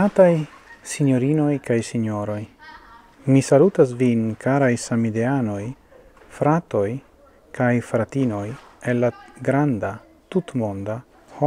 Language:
Esperanto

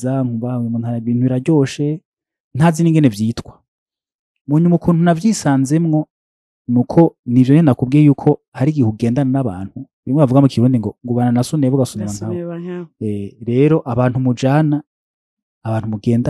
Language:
Rundi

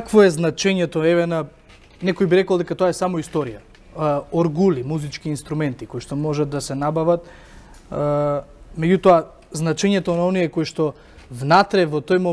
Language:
Macedonian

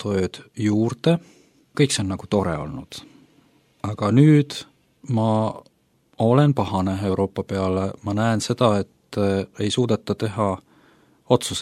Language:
Estonian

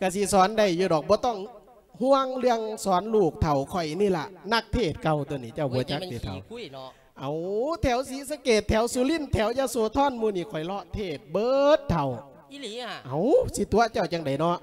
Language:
Lao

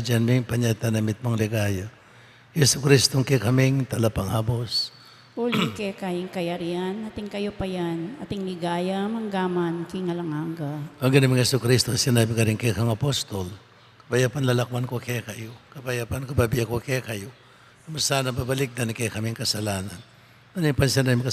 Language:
Pampanga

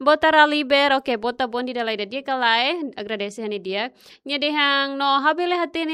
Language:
Tetum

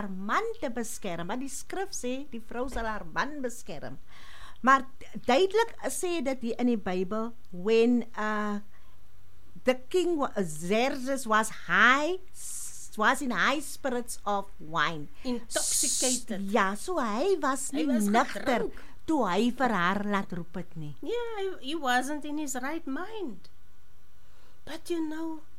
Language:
Afrikaans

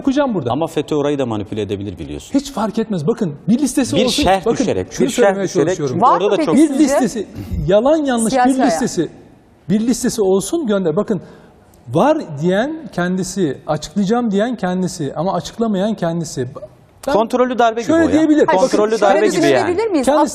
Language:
Turkish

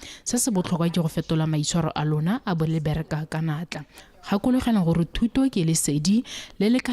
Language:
Tswana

